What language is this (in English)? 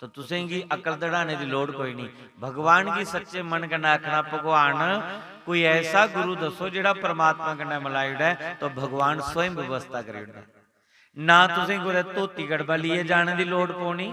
Dogri